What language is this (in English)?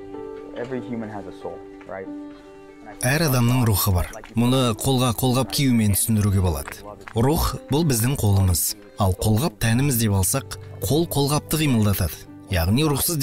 Kazakh